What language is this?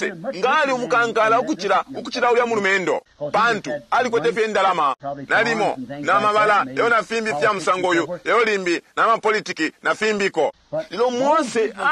Bemba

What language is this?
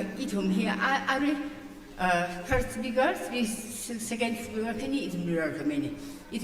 Tangkhul Naga (India)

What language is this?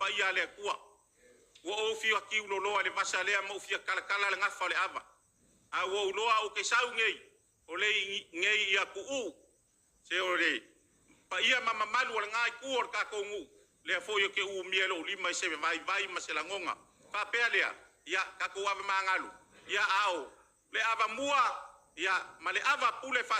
Samoan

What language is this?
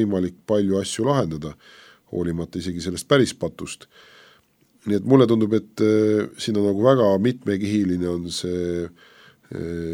Estonian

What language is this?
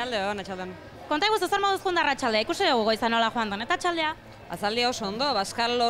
Basque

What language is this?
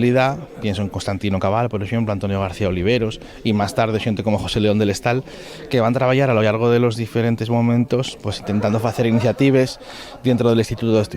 Asturian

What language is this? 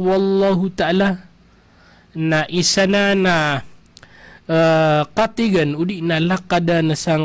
Maranao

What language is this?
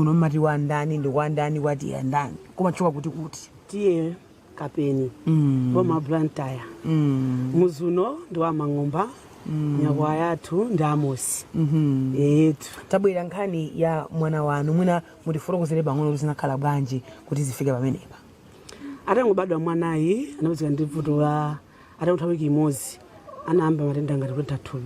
Nyanja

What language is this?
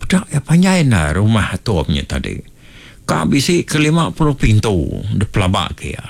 Iban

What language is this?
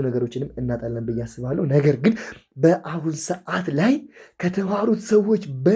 Amharic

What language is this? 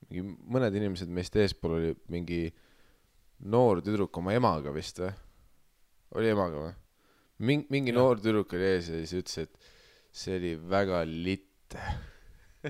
Estonian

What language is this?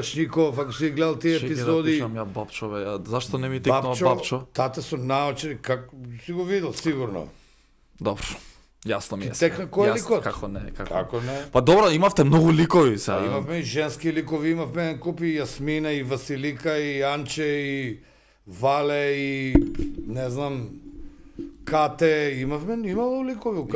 Macedonian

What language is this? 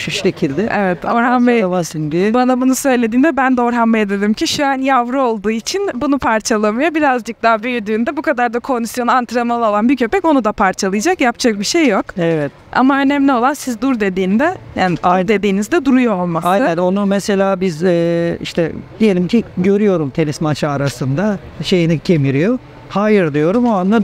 Turkish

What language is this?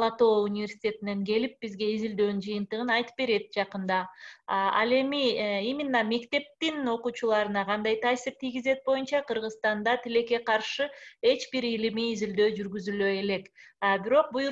Kyrgyz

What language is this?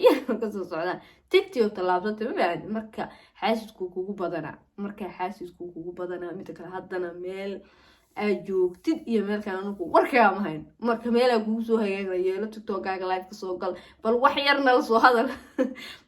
Somali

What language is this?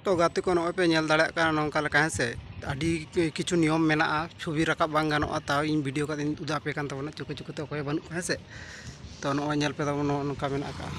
Santali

